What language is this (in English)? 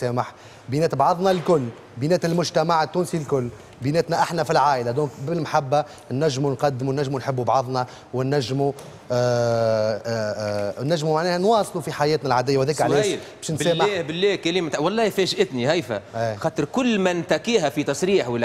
Tunisian Arabic